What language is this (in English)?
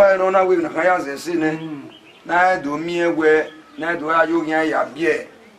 Bini